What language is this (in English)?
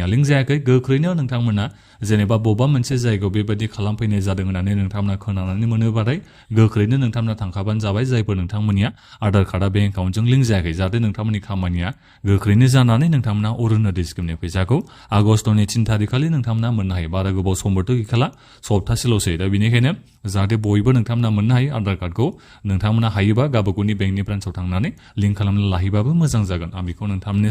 Bodo